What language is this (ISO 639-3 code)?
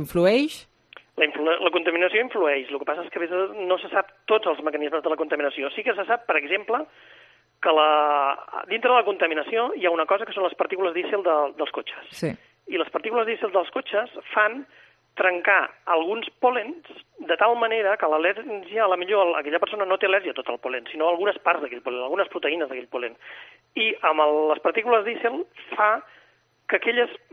cat